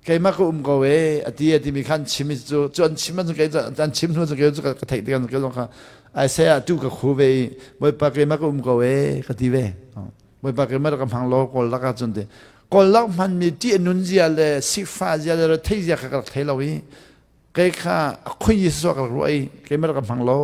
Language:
Hakha Chin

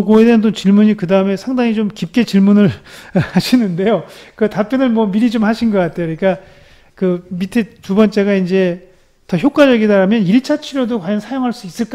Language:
Korean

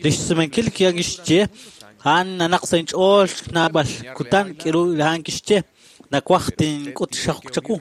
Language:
Kekchí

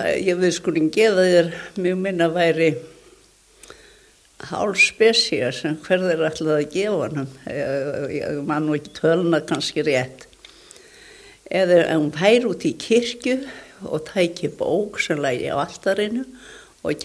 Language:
Icelandic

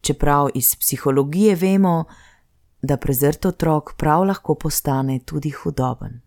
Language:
Slovenian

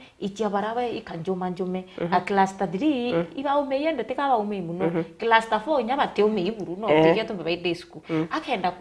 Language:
Meru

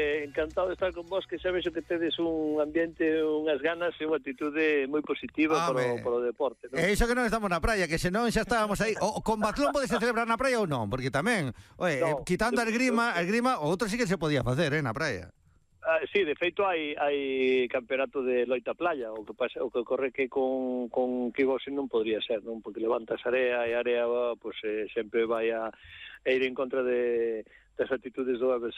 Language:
Galician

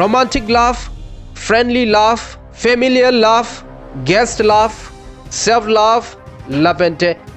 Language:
Karbi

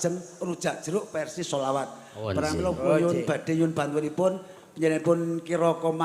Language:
Javanese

